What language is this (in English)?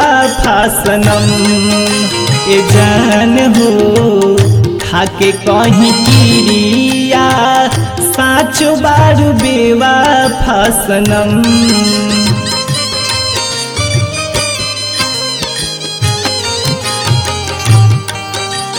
Bhojpuri